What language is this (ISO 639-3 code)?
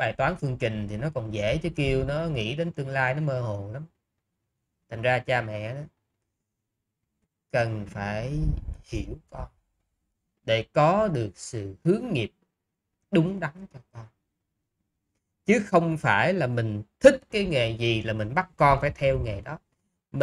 vie